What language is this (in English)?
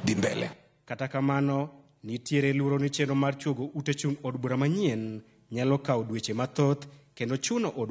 Luo (Kenya and Tanzania)